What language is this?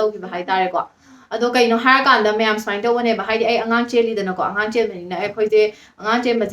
Manipuri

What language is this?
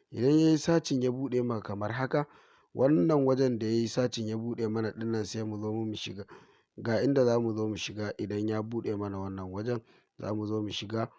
Hausa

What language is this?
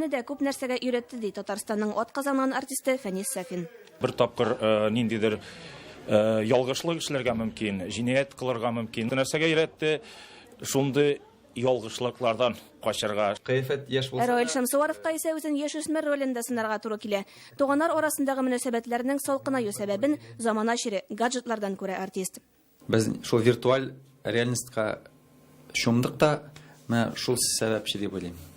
Tatar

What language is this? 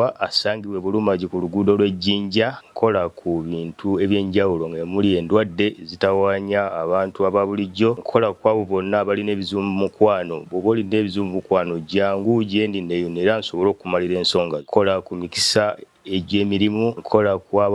Ganda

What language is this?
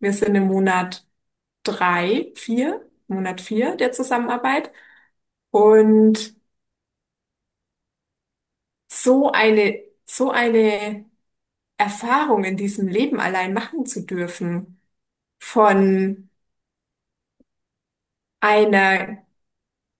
German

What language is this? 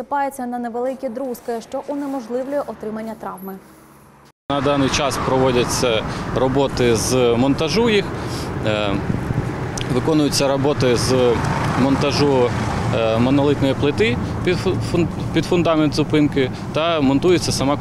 Ukrainian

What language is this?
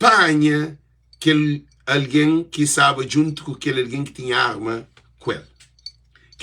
Kabuverdianu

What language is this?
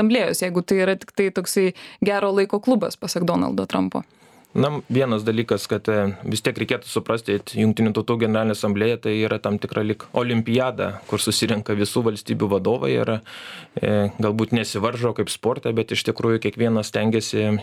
Lithuanian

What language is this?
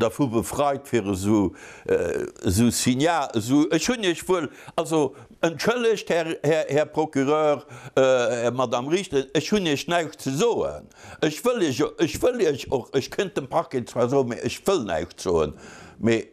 Luxembourgish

